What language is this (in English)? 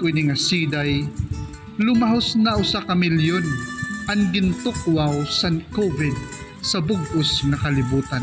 Waray